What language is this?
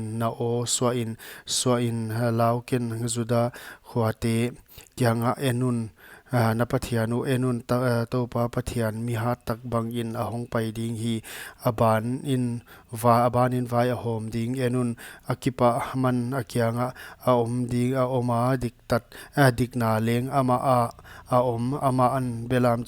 Paite Chin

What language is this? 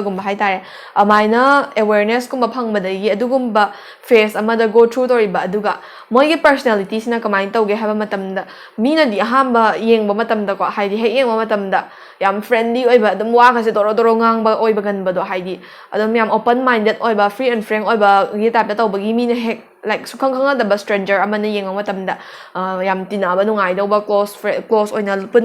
Manipuri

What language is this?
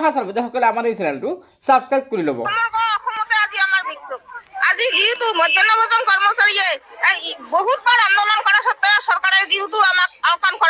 Assamese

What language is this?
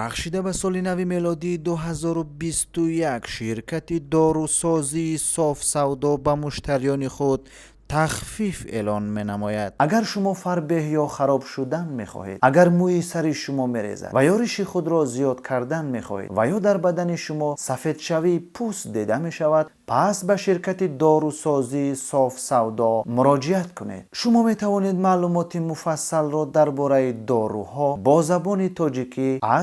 Tajik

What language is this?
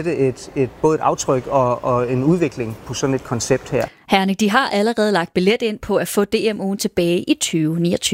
Danish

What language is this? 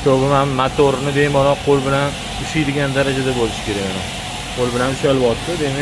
Uzbek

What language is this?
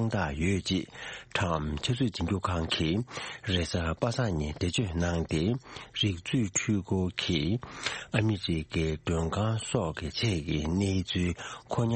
Tibetan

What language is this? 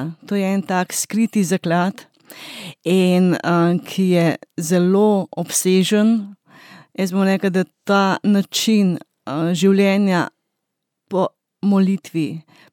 Slovenian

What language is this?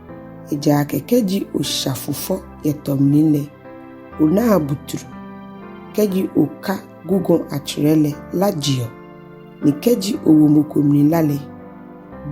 Ga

